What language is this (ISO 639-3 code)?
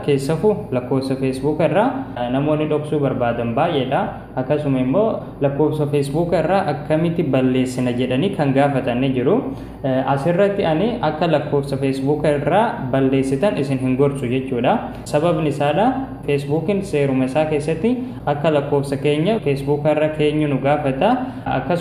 orm